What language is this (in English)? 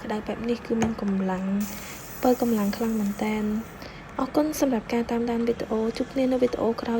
Khmer